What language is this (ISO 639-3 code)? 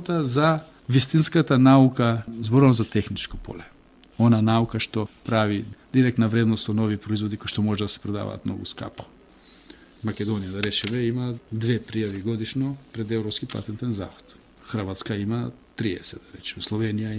mkd